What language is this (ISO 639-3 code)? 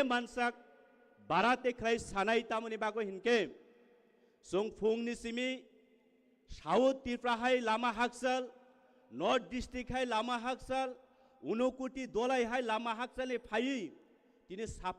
trp